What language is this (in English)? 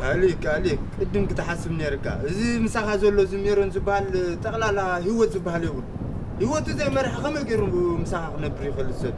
Tigrinya